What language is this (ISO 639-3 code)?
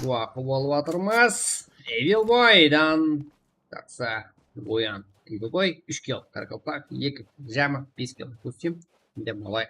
kaa